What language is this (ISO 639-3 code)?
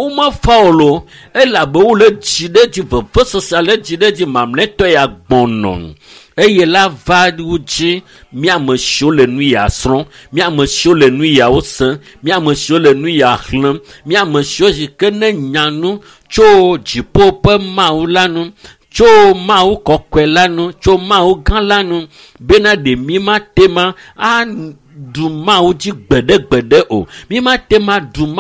ewe